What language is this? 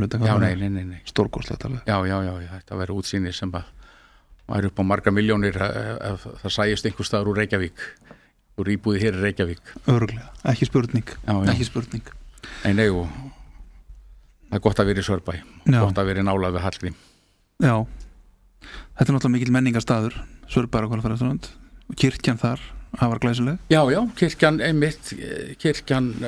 Icelandic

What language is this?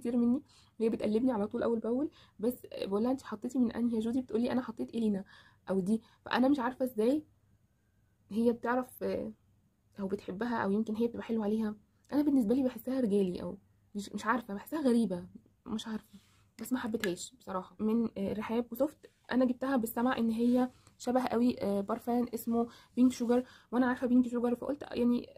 Egyptian Arabic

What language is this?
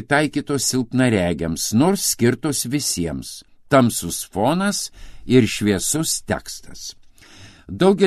Lithuanian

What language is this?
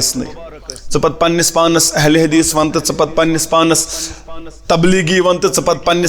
Kashmiri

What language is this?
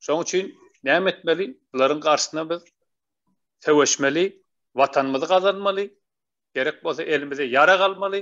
Turkmen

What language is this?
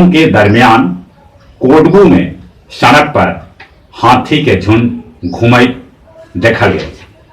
Magahi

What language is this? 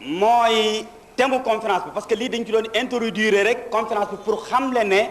Wolof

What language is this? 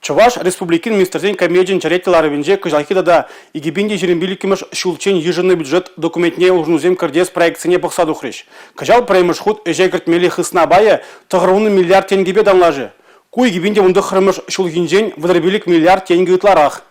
Chuvash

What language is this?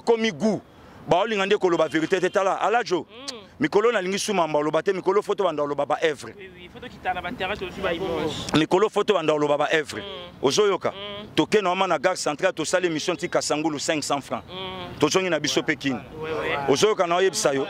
Lingala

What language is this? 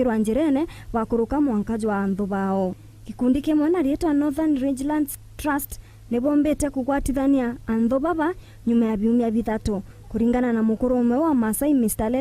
Meru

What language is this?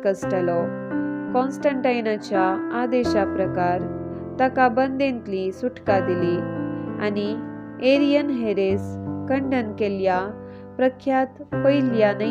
Konkani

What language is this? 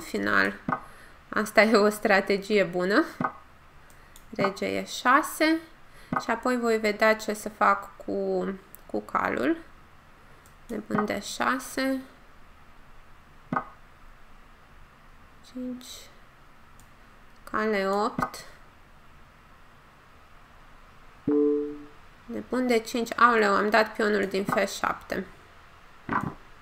Romanian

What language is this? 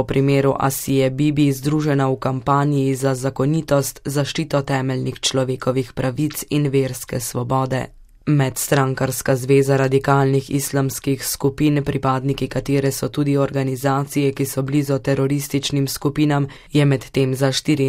Slovenian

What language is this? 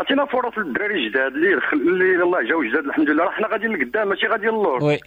Moroccan Arabic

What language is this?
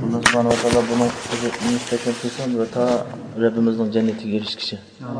Uyghur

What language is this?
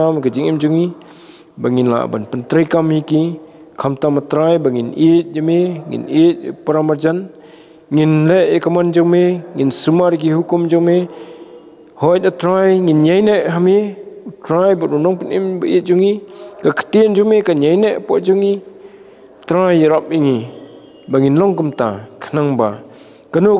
Khasi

